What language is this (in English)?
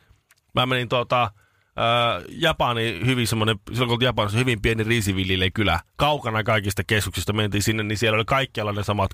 Finnish